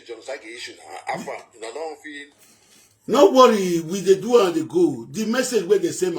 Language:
Nigerian Pidgin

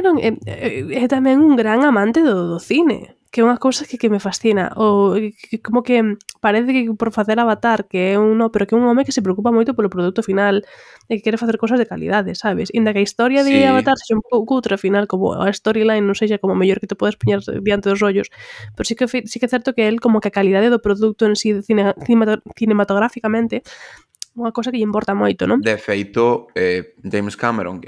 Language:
Galician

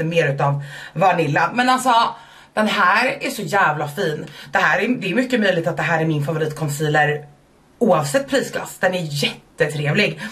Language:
Swedish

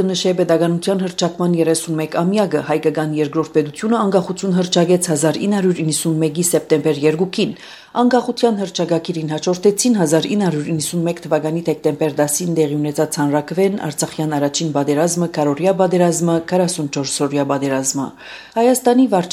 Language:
Armenian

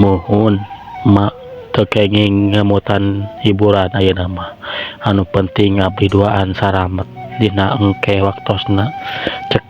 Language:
Sundanese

